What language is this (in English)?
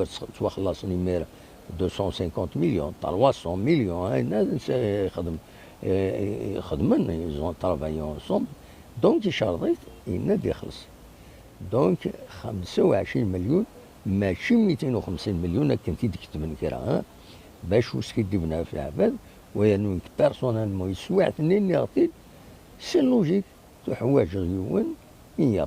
Kabyle